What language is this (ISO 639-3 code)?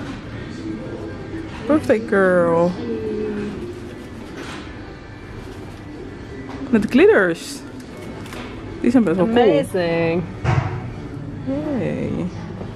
nld